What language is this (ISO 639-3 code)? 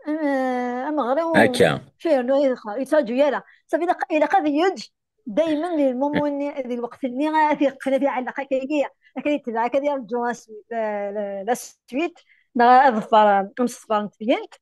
kab